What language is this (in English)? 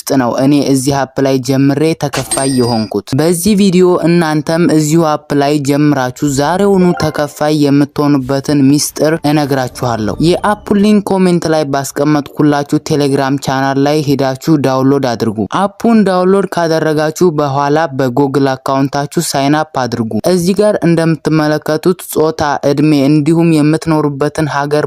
Amharic